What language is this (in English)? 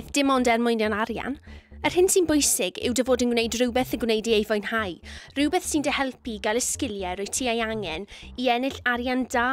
Welsh